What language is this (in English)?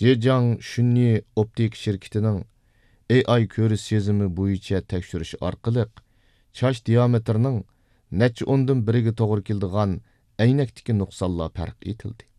Uyghur